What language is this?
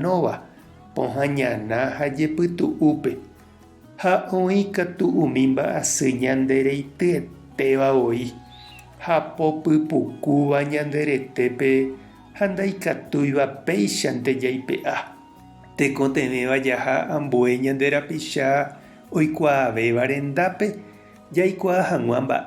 Guarani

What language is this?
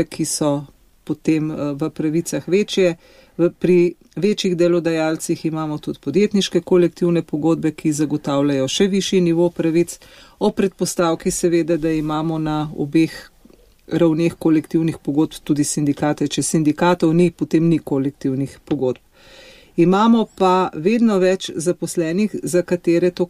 Slovenian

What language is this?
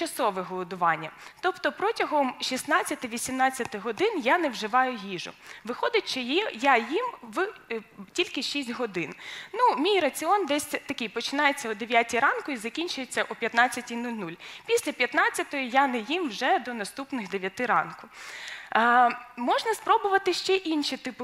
Ukrainian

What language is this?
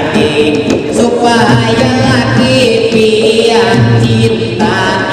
Banjar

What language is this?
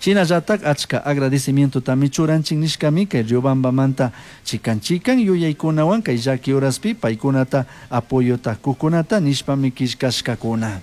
Chimborazo Highland Quichua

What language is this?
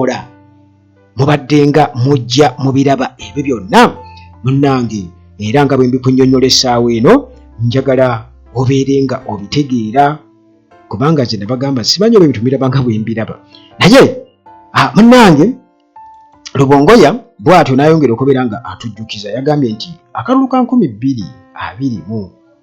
Ganda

